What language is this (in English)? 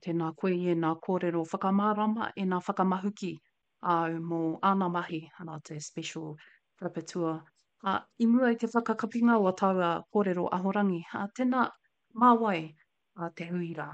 Māori